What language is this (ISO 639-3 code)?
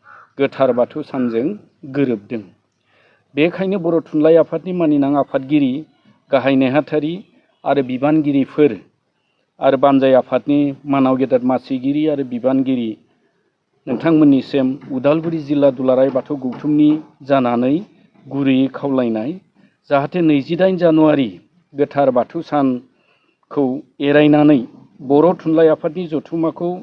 brx